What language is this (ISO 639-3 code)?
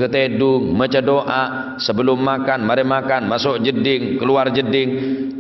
mad